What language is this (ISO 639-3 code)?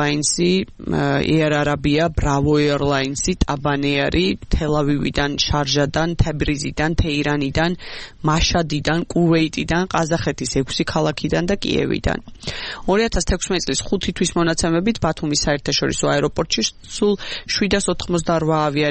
kat